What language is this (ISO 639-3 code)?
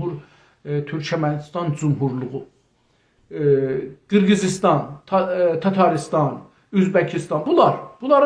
azb